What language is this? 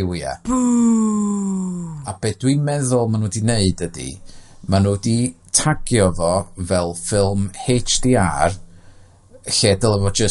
Welsh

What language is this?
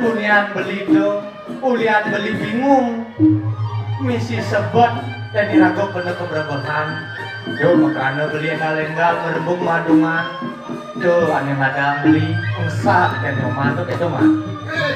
Balinese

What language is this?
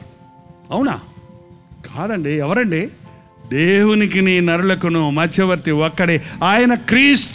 Telugu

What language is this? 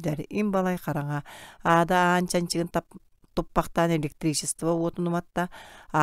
Yakut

